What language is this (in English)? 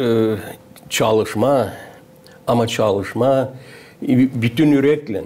Gagauz